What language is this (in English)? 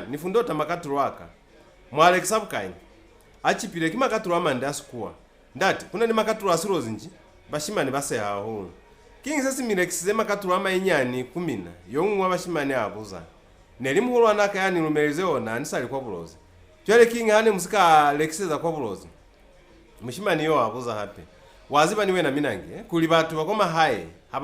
Lozi